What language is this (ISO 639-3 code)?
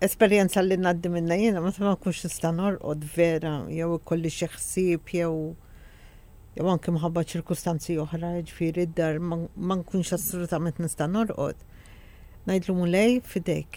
mlt